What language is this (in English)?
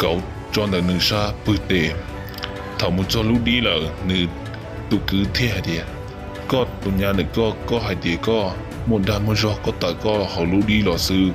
Hmong